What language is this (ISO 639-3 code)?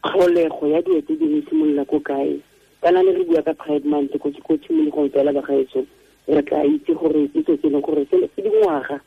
tsn